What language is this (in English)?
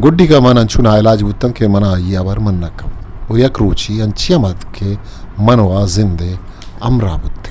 Eastern Balochi